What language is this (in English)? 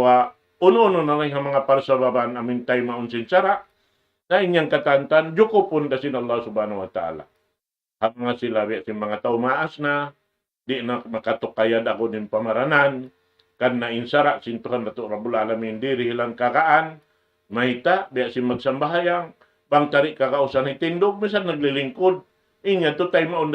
Tausug